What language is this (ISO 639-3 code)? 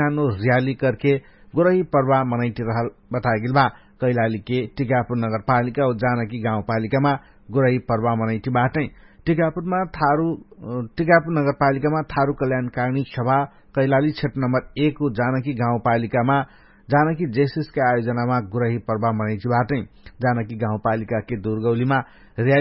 thl